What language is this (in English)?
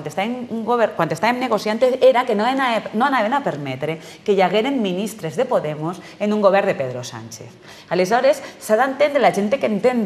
Catalan